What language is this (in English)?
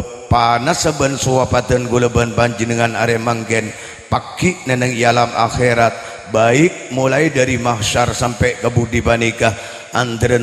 Madurese